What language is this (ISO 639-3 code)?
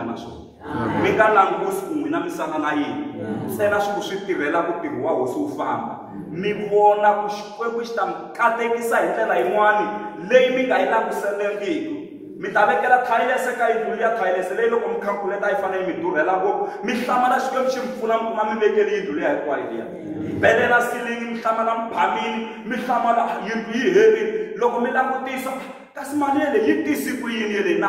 tso